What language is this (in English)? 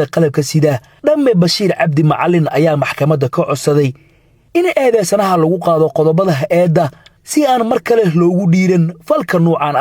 Somali